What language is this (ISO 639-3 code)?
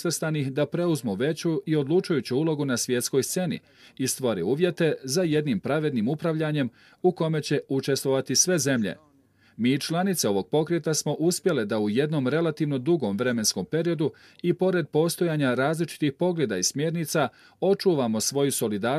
bos